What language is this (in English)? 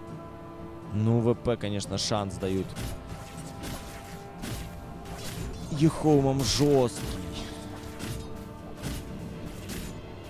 Russian